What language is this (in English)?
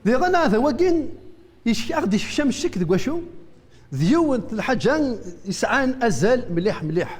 Kabyle